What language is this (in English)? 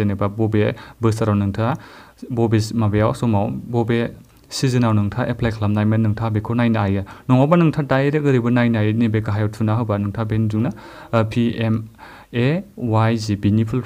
Bodo